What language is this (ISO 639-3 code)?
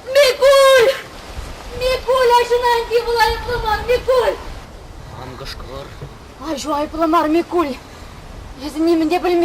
chv